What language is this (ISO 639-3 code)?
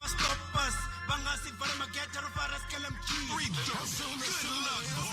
ven